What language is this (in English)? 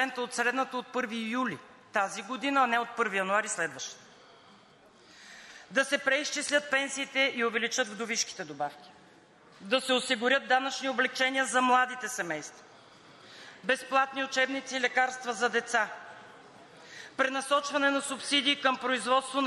Bulgarian